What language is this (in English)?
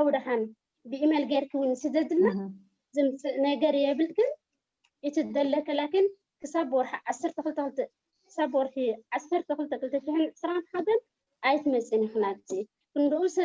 Tigrinya